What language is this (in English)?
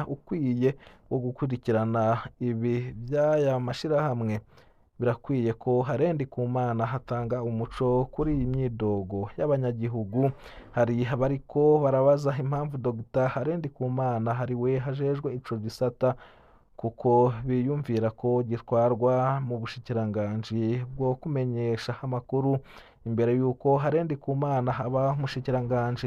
Rundi